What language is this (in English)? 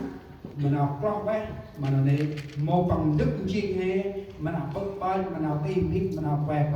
Central Mnong